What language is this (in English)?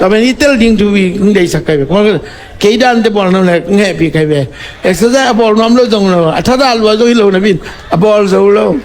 Tedim Chin